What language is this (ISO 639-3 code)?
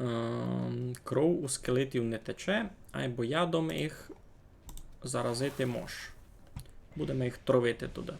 rue